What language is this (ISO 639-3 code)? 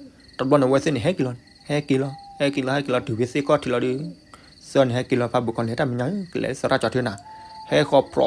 ksw